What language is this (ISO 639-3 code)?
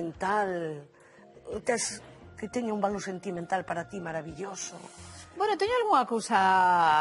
glg